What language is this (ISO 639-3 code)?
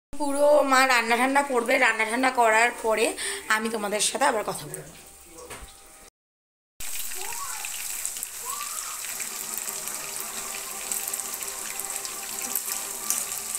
ben